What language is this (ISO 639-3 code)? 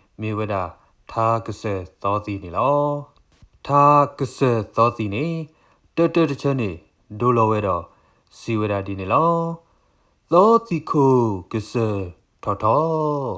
ksw